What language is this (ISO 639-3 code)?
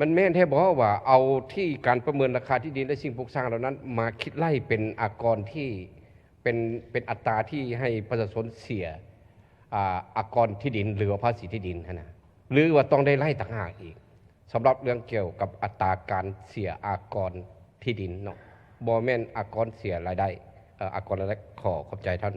lao